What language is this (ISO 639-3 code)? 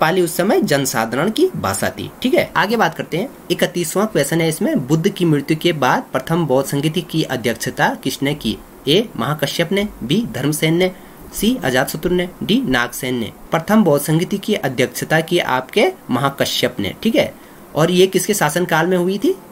hin